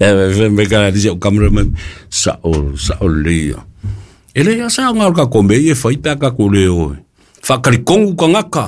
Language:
Samoan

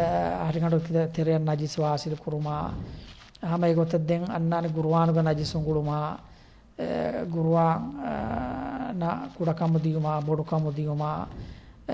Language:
Divehi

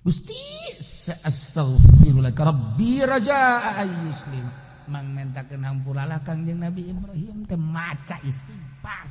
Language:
Sundanese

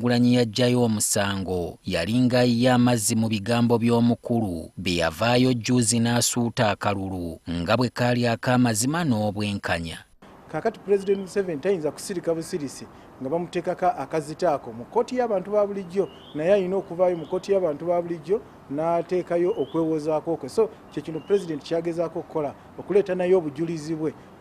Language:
Ganda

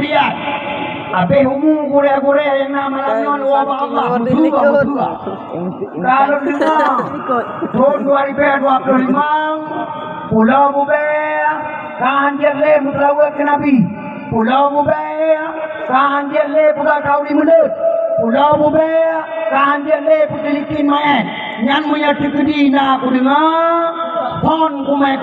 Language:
Achinese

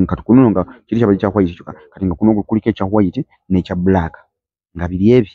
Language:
Ganda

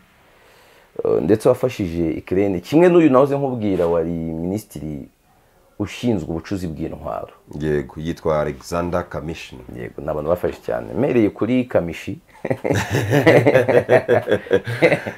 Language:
Kinyarwanda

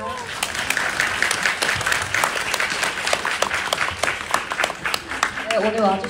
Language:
Korean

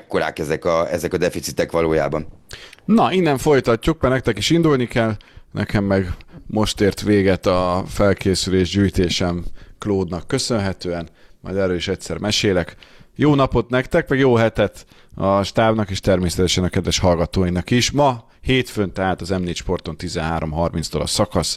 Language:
Hungarian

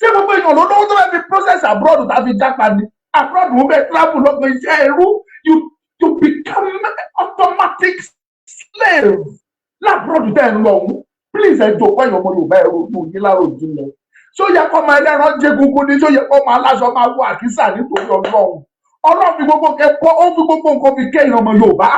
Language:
Yoruba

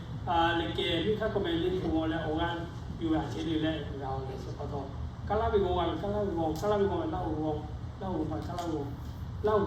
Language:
Lahu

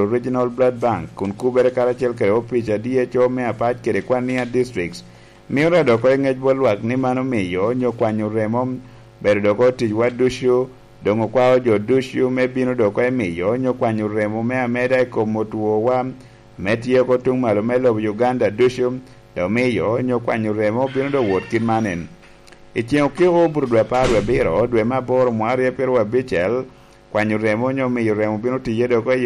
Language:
Lango (Uganda)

